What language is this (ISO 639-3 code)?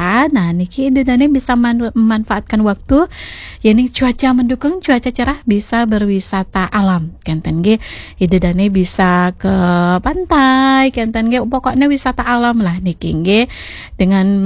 ban